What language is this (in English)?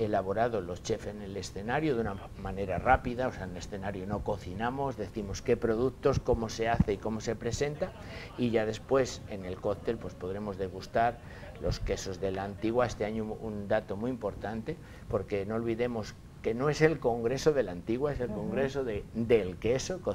Spanish